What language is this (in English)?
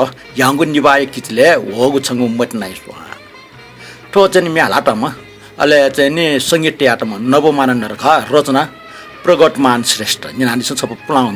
Newari